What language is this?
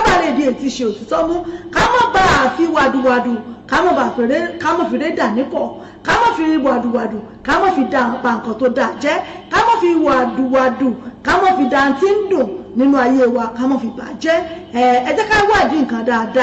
Yoruba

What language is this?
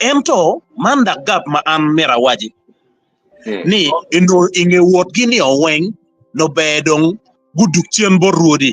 Acoli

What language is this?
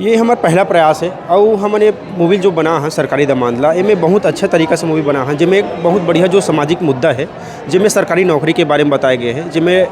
Chhattisgarhi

